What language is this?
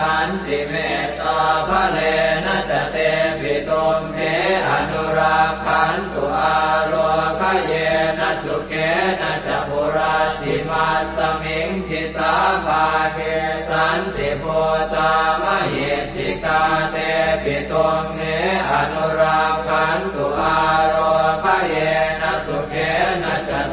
Pali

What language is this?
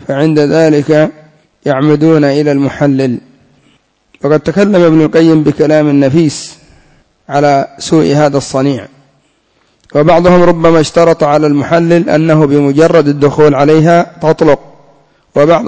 Arabic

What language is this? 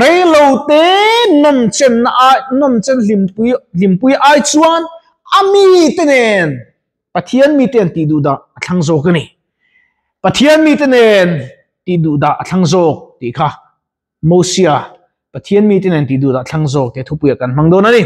Mizo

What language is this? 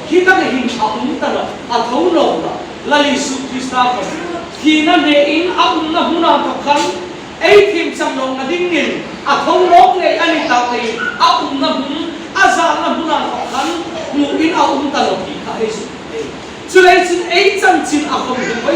Hmar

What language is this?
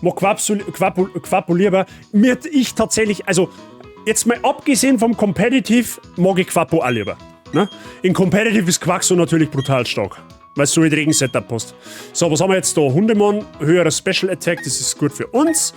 Bavarian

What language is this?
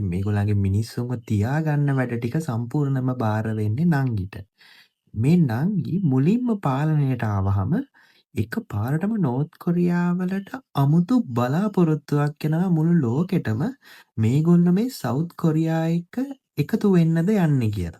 Sinhala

